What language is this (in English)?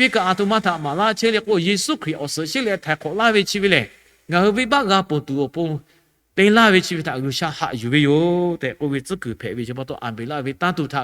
Lahu